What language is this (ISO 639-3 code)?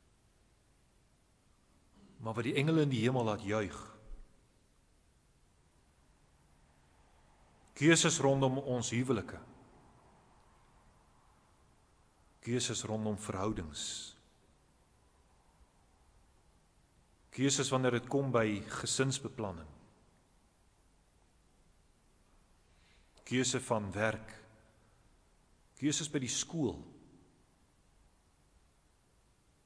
afr